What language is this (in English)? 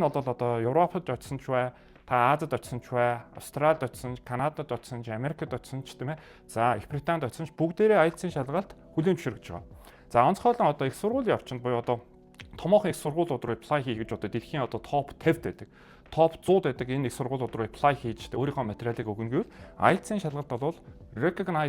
Mongolian